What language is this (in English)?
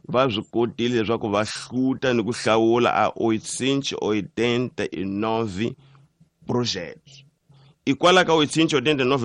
Tsonga